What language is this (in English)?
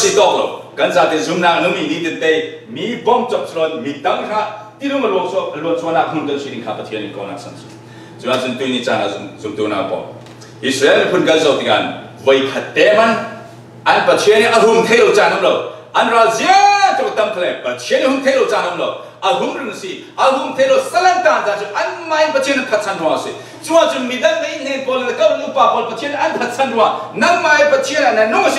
Falam Chin